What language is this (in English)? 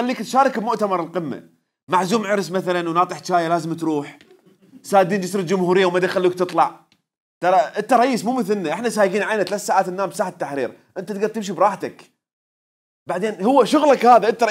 Mesopotamian Arabic